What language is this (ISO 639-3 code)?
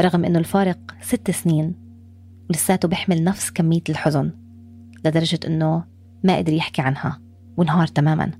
apc